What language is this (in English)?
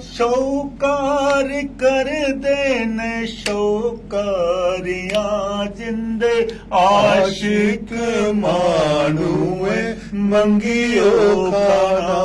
Dogri